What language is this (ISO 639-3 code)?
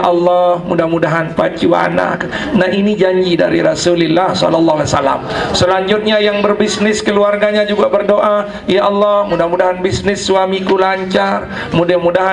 sas